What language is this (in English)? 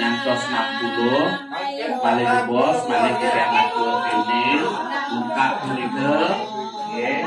Balinese